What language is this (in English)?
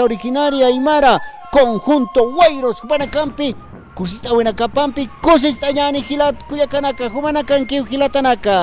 Aymara